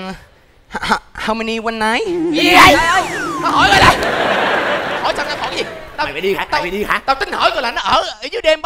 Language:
Vietnamese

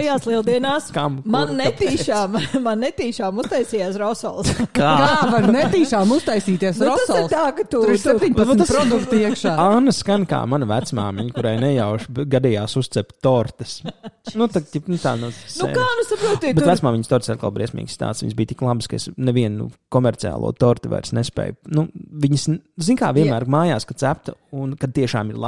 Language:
Latvian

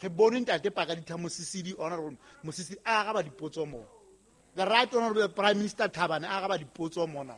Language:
Southern Sotho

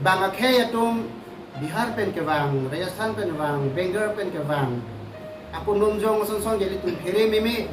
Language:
Karbi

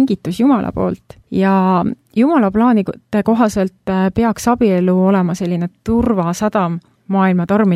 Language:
Estonian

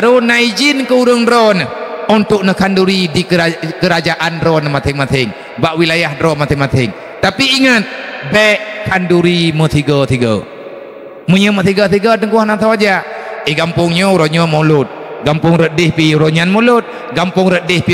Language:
Achinese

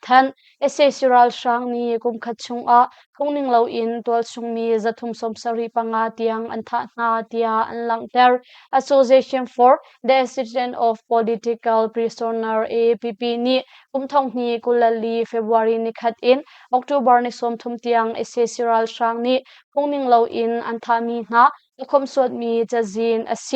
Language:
Hakha Chin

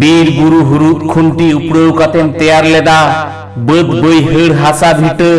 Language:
Santali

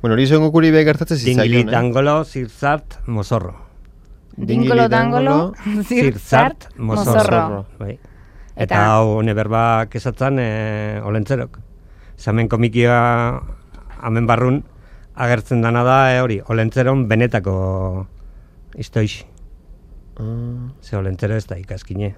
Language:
Basque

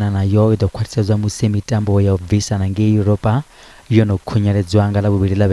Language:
Venda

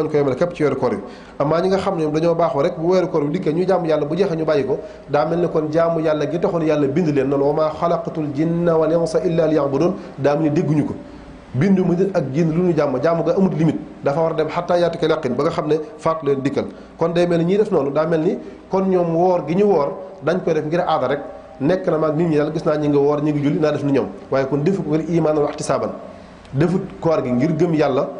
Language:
Wolof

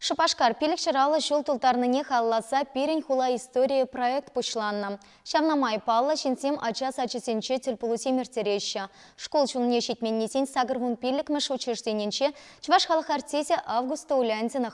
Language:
Chuvash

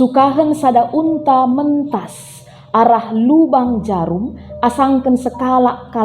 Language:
Batak Karo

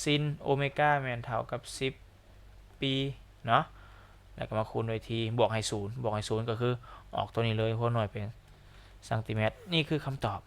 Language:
Lao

